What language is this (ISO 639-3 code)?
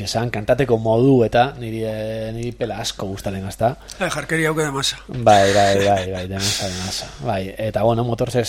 eus